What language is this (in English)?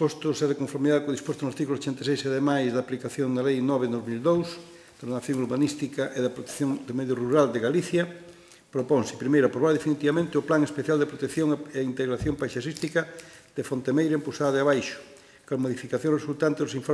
Galician